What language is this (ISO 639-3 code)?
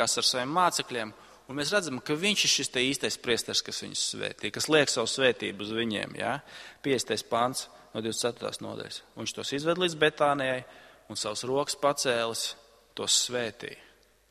lav